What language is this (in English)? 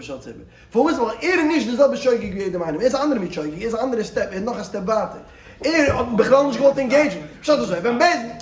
Yiddish